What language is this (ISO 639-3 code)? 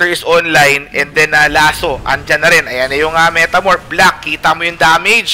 fil